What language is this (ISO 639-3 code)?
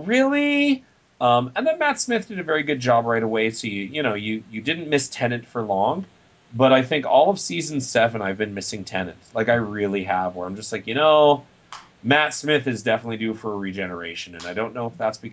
eng